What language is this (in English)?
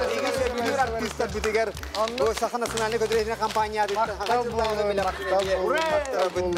Yakut